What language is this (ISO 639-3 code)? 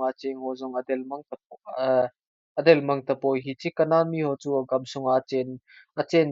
tcz